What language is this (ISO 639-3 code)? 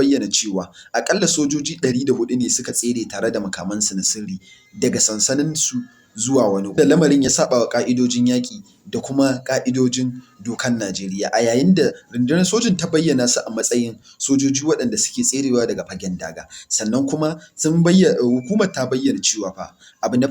hau